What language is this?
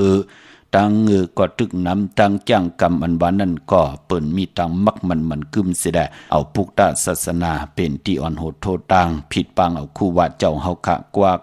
Shan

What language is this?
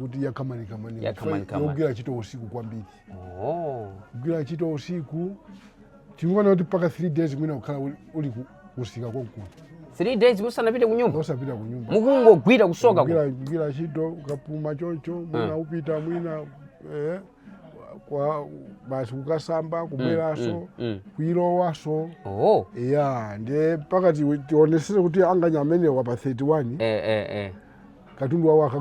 Nyanja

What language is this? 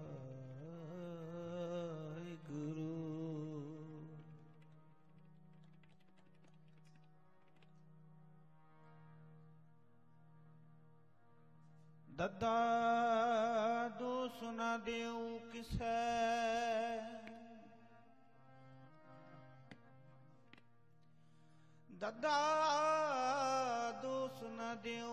Punjabi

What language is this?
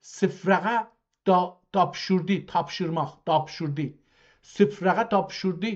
South Azerbaijani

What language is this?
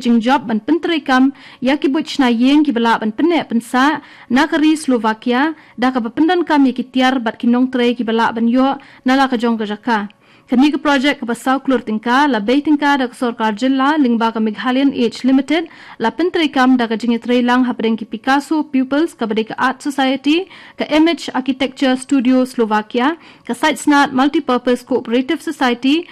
Khasi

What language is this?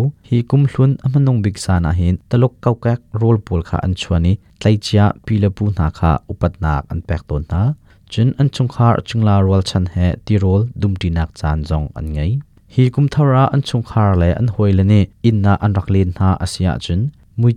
Hakha Chin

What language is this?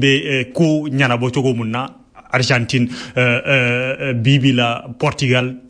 Bambara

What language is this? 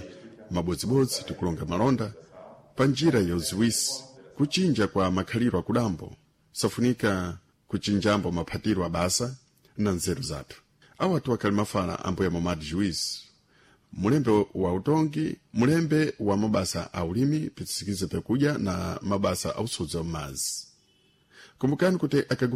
Sena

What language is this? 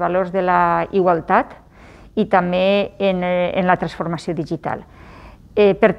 Catalan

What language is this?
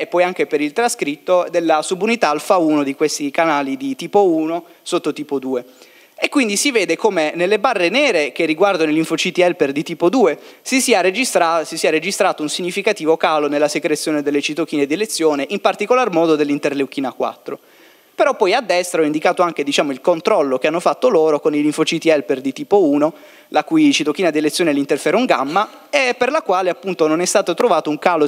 Italian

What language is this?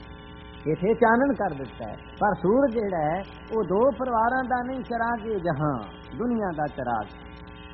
Punjabi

